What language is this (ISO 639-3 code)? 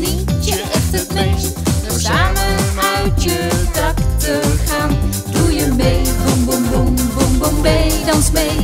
nld